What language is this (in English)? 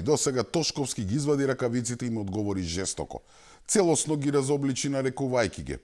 Macedonian